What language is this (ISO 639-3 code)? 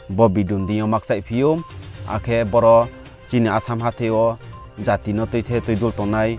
ria